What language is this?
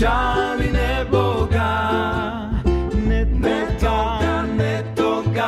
Croatian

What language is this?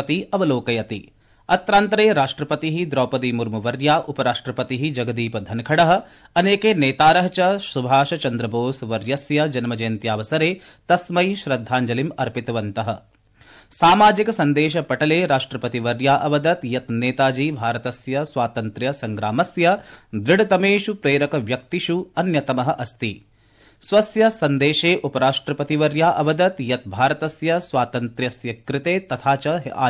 Sanskrit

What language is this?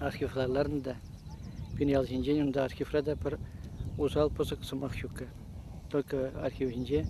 Chuvash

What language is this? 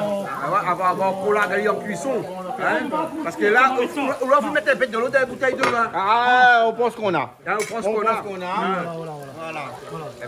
Réunion Creole French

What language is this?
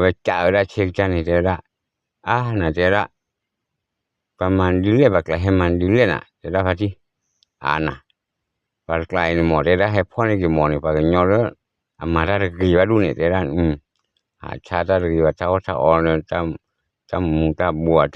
S'gaw Karen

